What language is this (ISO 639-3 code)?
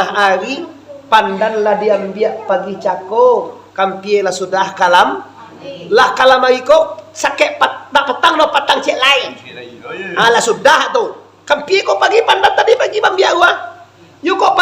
min